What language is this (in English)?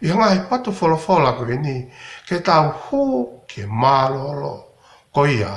Tongan